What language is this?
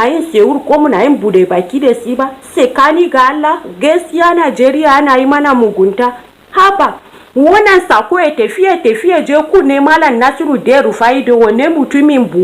Hausa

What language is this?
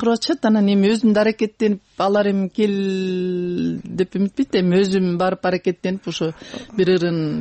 Kyrgyz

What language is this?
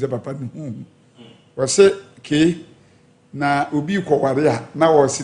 Akan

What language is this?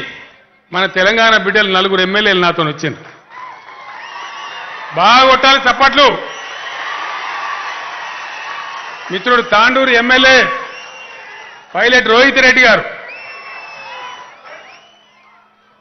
Telugu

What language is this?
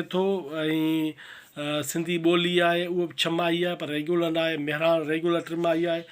Sindhi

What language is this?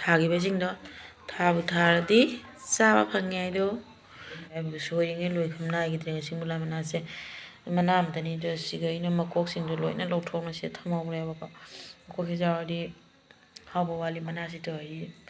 Manipuri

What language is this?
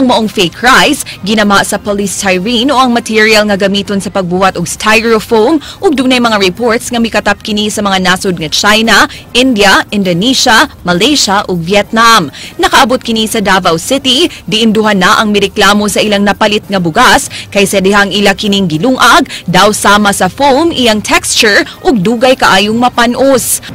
Cebuano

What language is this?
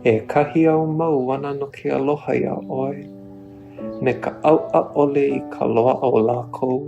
Hawaiian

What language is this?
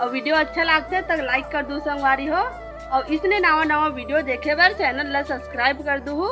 Chhattisgarhi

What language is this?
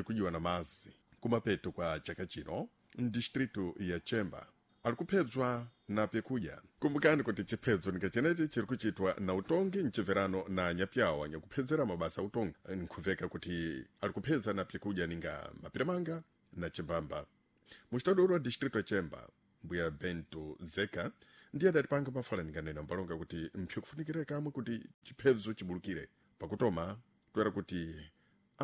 Sena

